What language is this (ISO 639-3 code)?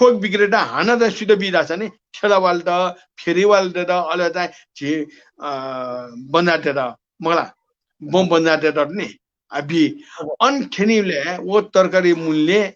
new